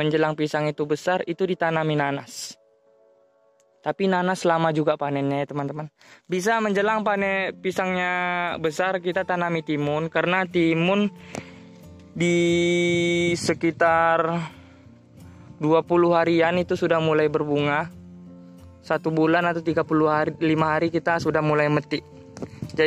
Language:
Indonesian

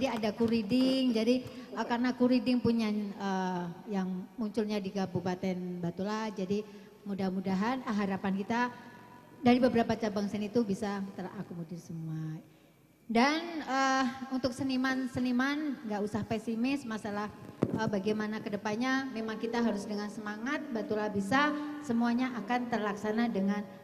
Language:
Banjar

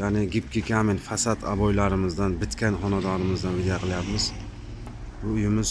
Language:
Uzbek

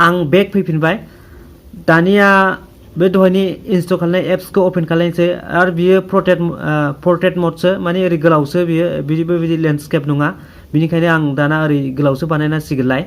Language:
Bodo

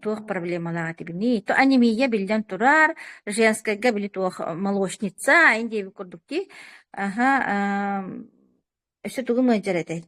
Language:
Yakut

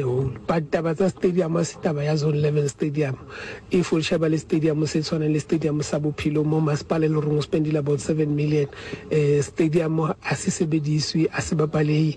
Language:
Southern Sotho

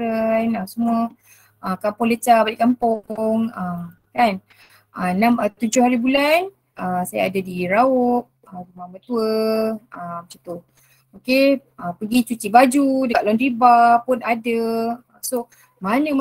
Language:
Malay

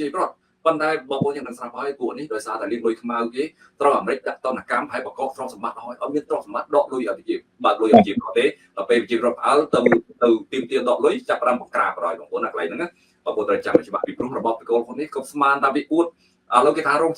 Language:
Khmer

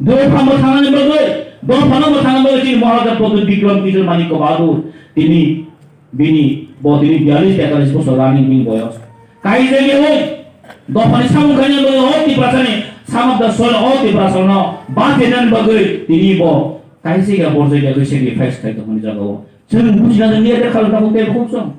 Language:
Kok Borok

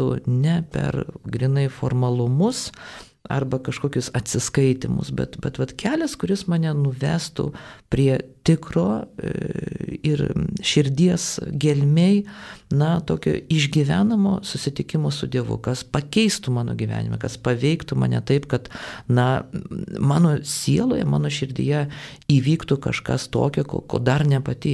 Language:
Lithuanian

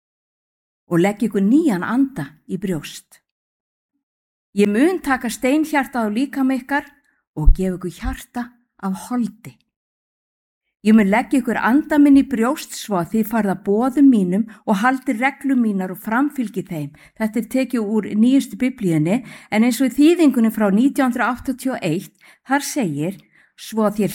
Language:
Icelandic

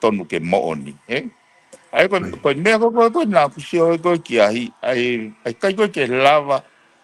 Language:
Tongan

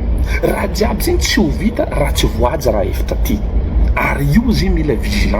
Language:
Malagasy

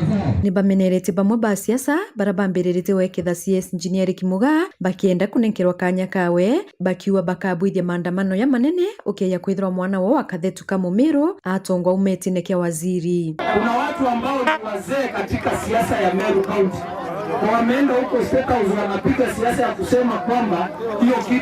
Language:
Meru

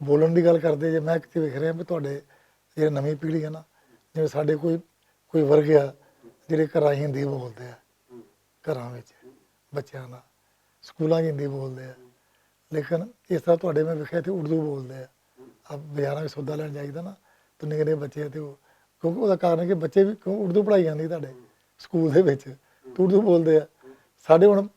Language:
Western Panjabi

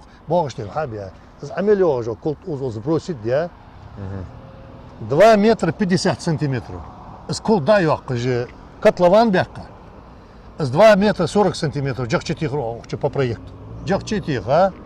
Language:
Ingush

